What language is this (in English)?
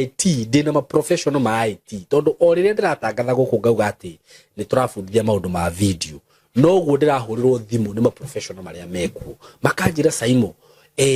Kikuyu